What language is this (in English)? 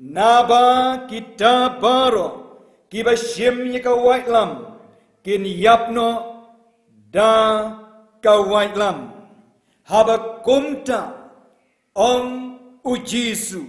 Khasi